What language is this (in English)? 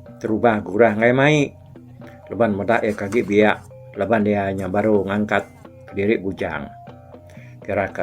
Iban